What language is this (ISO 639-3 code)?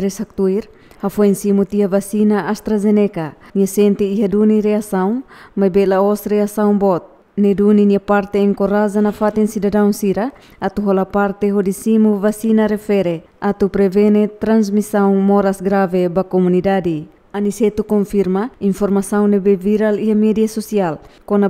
tet